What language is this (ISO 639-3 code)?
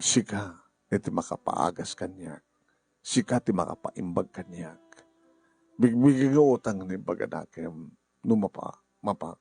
ilo